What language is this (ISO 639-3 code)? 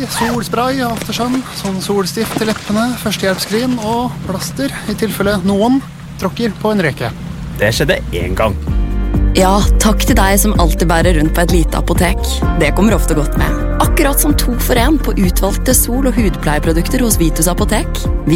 nor